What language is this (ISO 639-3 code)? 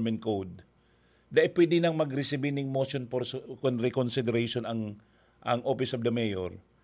bik